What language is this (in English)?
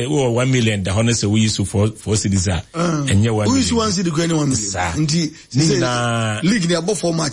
Akan